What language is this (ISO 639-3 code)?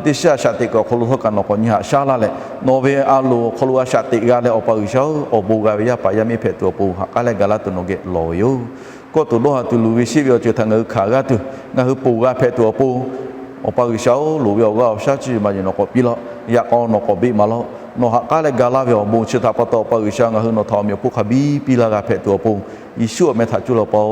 lhu